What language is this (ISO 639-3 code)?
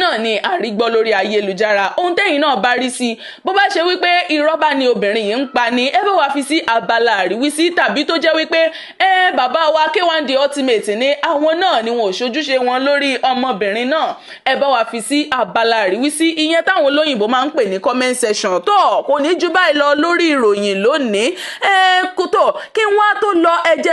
yor